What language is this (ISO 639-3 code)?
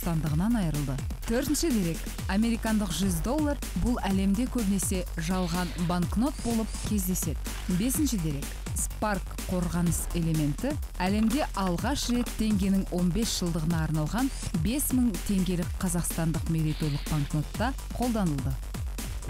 kaz